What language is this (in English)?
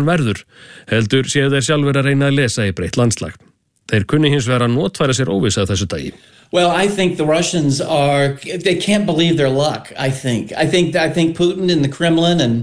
Icelandic